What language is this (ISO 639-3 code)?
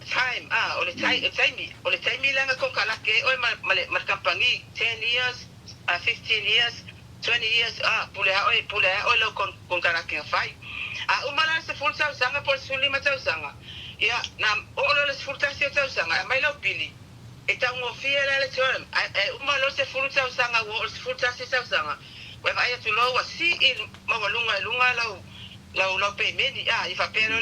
smo